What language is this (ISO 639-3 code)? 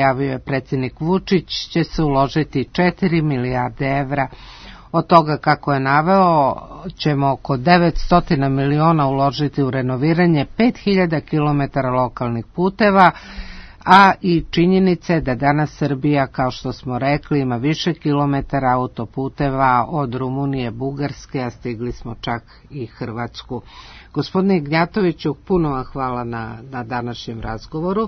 srp